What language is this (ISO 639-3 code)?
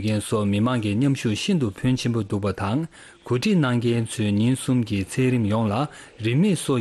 bod